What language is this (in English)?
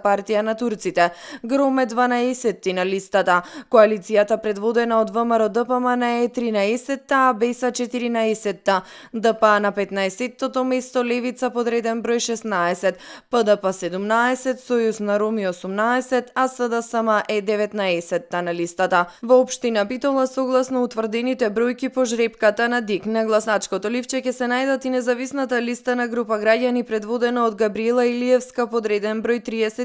Macedonian